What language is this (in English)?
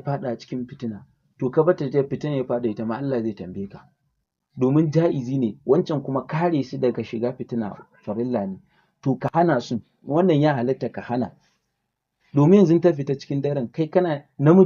Hausa